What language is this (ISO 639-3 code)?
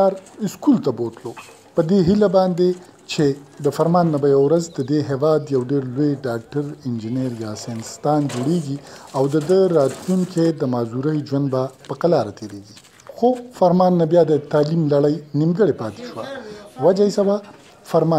pus